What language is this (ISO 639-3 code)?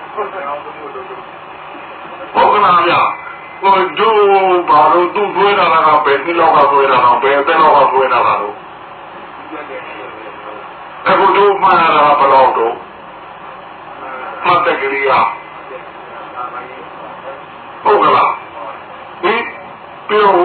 mya